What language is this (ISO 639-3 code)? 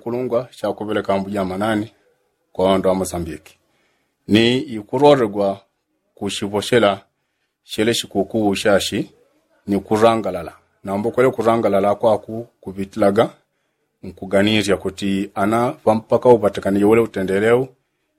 yao